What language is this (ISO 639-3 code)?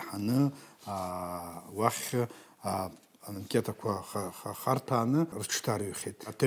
abk